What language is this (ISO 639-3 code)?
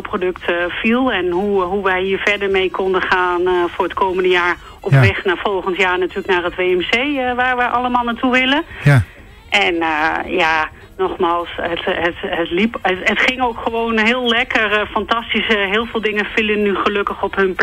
nld